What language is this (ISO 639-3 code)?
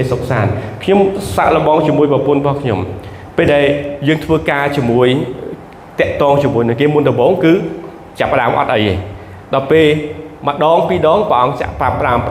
khm